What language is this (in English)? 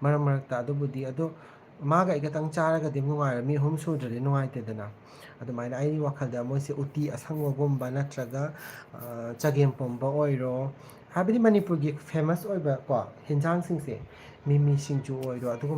Manipuri